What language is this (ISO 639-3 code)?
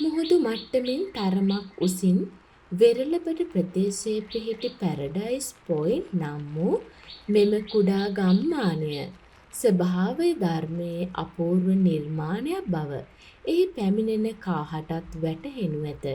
sin